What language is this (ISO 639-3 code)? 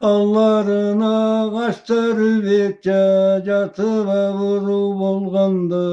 krc